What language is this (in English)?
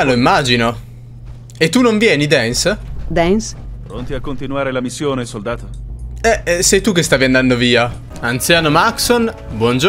Italian